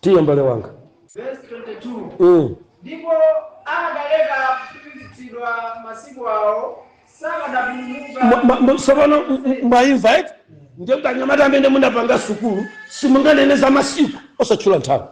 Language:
Nyanja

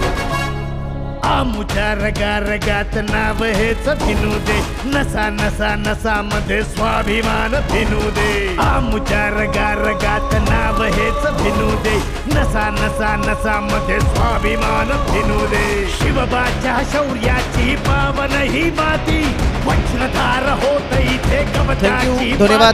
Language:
Marathi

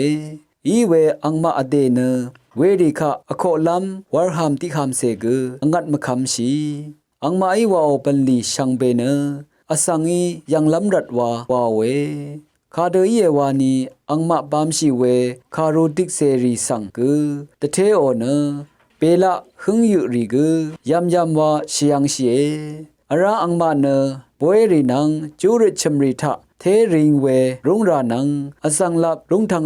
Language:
Rawang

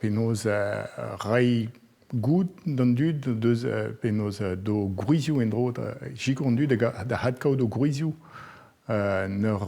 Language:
Breton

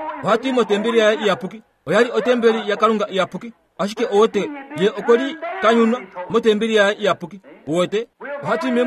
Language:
Kuanyama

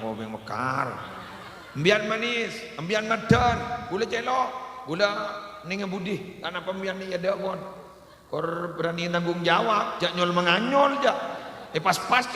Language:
Madurese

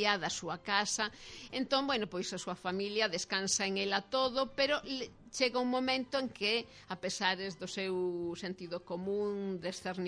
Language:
Galician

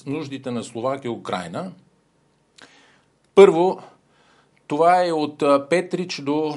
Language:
Bulgarian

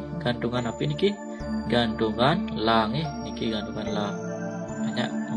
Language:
Balinese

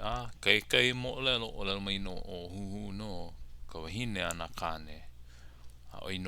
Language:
Hawaiian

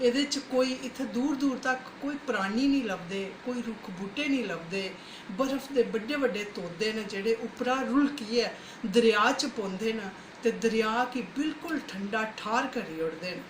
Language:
Dogri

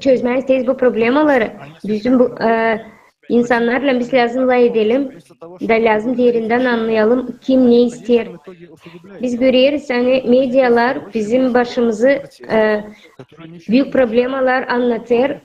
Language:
Gagauz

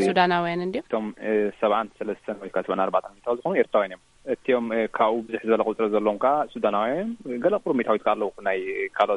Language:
Tigrinya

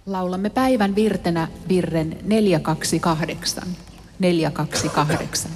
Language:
Finnish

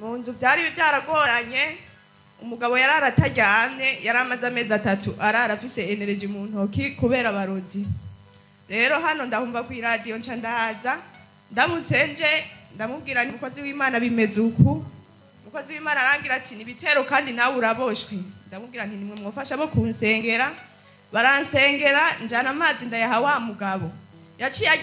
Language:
Rundi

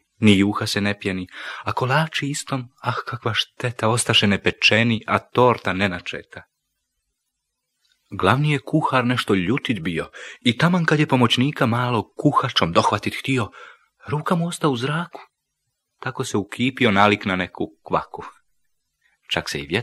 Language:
Croatian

